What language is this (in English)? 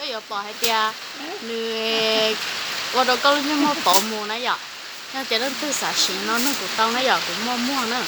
Hmong